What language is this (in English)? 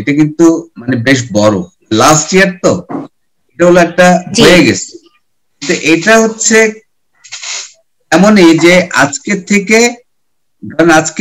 Bangla